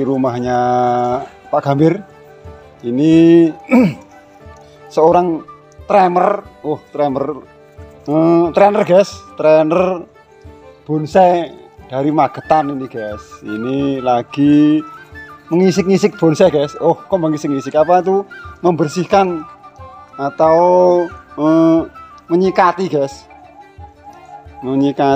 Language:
Indonesian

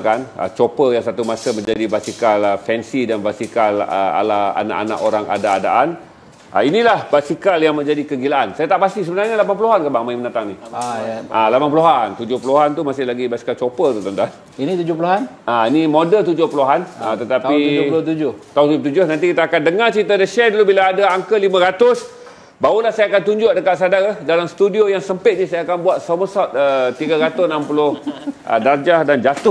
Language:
Malay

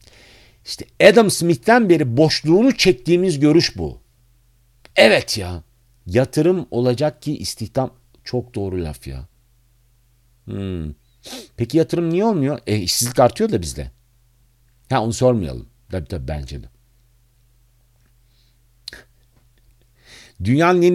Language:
Turkish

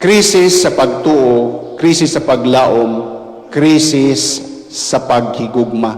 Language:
Cebuano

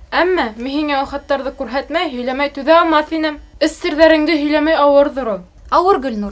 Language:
Bashkir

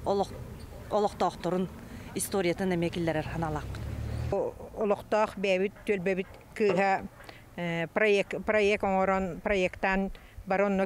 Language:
Yakut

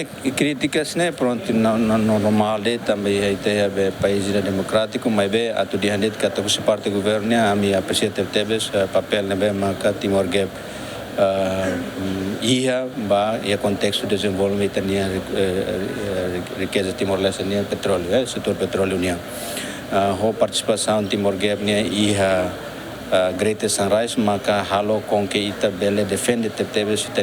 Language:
Tetum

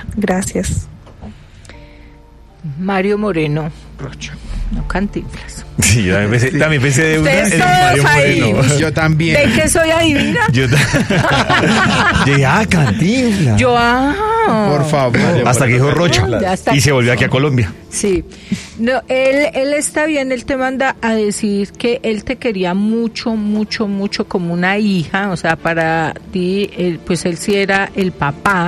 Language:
Spanish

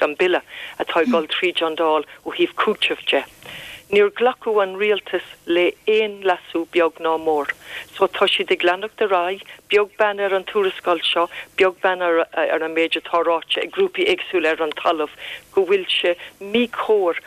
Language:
Irish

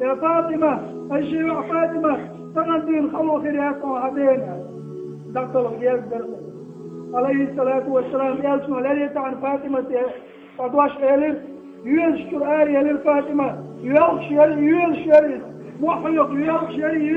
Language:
Chechen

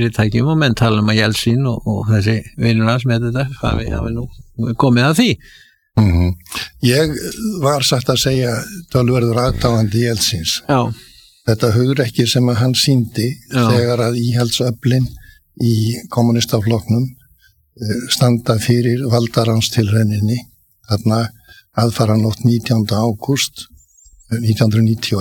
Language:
Icelandic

